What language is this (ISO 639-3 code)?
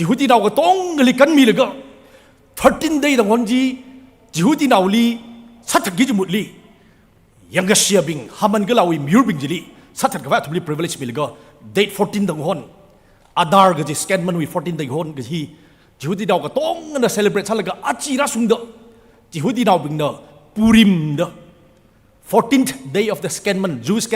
nmf